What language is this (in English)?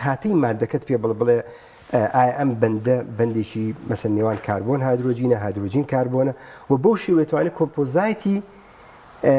Central Kurdish